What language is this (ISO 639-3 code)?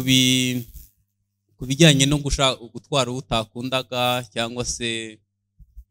run